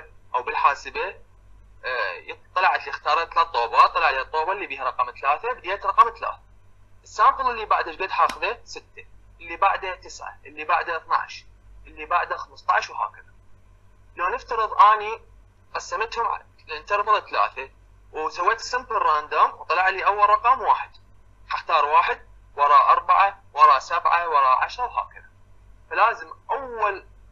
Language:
Mesopotamian Arabic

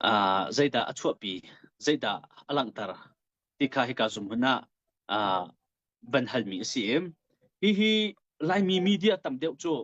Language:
Hakha Chin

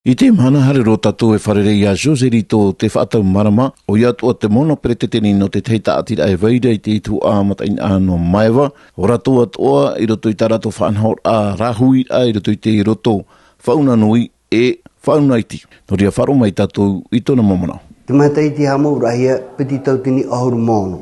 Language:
Tahitian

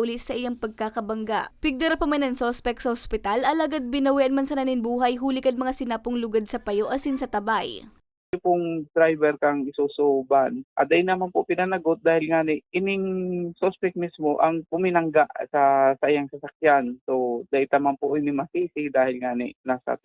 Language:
Bikol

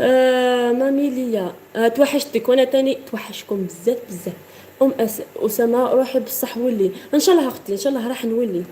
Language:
Algerian Arabic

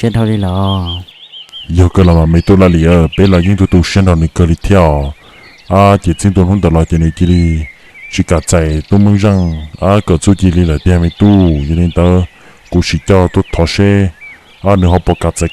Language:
Hmong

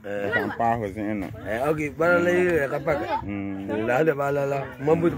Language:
Frafra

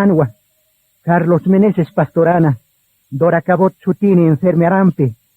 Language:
Aymara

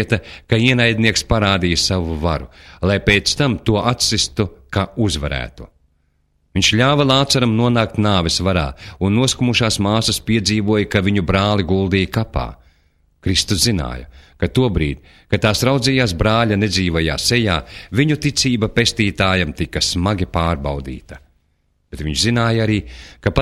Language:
Latvian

